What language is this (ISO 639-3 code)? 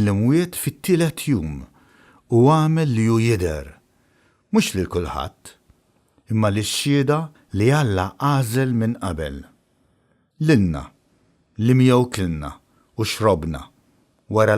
mlt